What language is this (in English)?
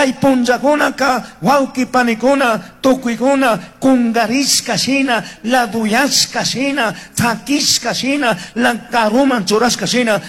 Chimborazo Highland Quichua